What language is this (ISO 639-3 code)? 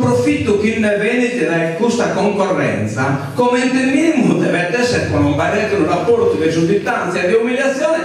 srd